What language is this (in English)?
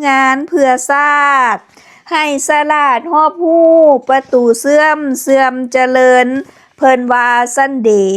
Lao